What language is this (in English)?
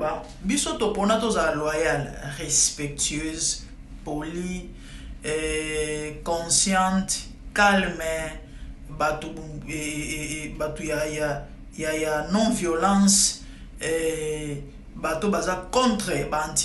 Lingala